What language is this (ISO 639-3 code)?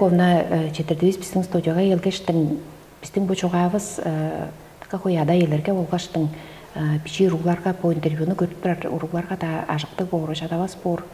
tyv